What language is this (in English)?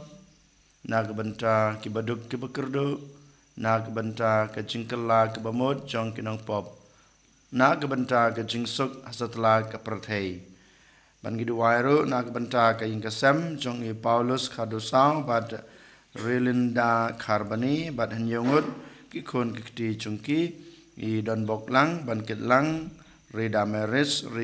Khasi